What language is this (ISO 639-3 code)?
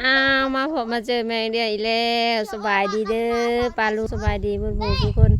lao